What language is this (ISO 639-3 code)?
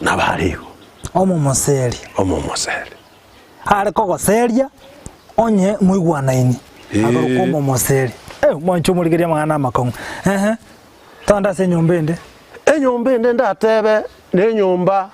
guz